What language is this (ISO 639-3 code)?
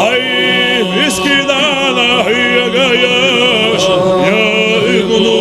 inh